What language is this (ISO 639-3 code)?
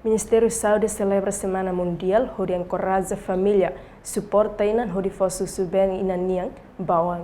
tet